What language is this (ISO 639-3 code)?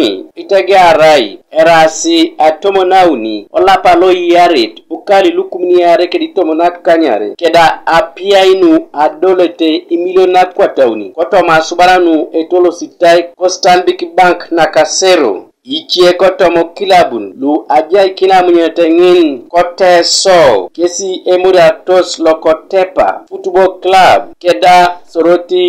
teo